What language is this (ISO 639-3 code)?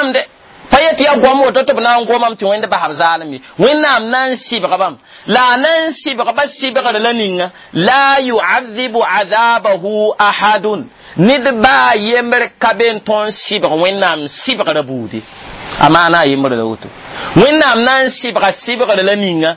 mos